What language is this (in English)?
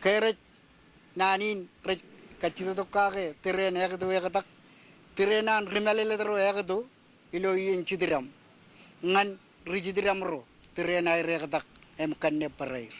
Marshallese